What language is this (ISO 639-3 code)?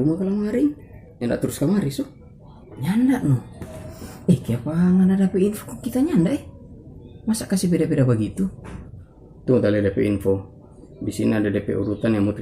xmm